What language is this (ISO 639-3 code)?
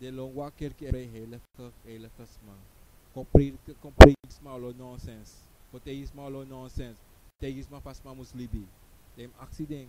srn